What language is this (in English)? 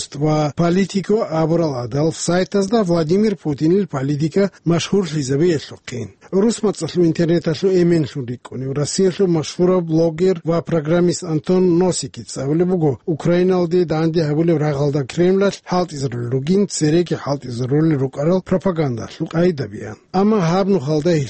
Avaric